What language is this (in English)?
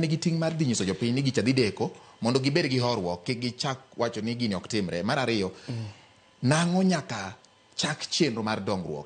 Luo (Kenya and Tanzania)